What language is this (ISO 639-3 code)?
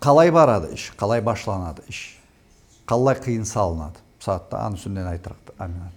krc